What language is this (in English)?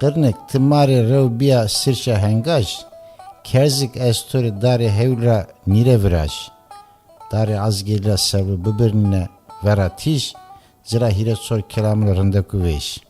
Zaza